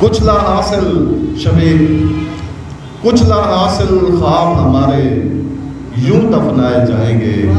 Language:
Saraiki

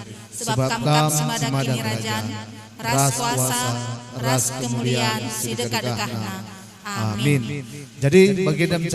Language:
Batak Karo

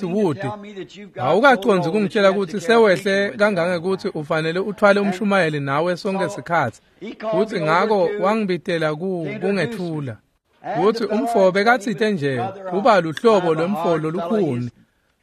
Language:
Swati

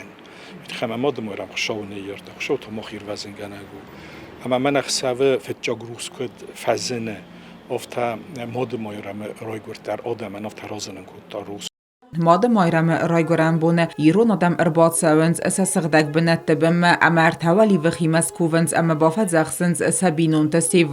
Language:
Ossetic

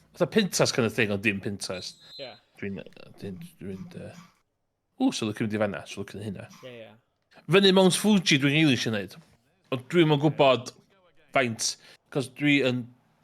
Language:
Welsh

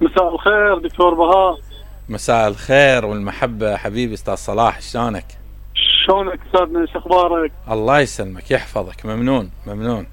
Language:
Mesopotamian Arabic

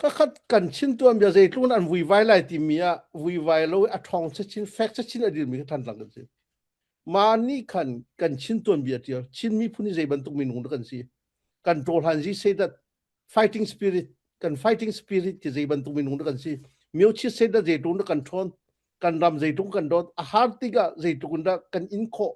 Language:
Falam Chin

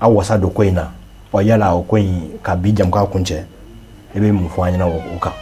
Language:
Bambara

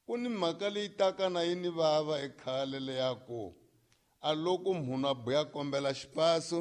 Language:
Tsonga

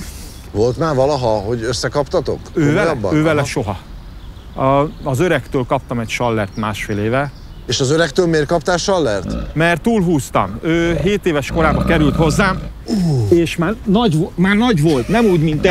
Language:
Hungarian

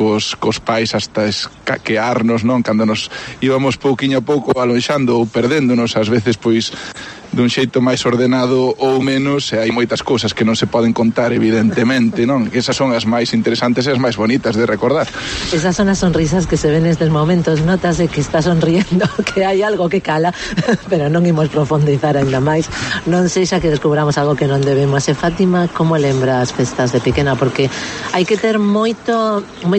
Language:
Galician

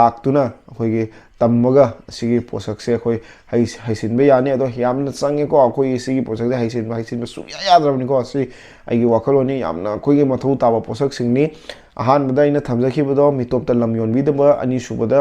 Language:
Manipuri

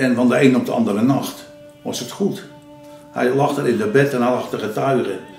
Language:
Dutch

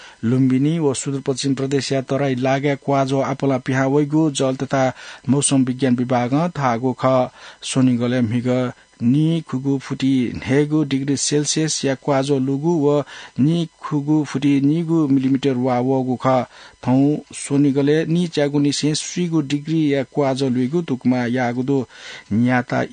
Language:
Newari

